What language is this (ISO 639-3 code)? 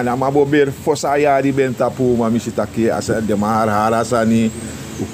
srn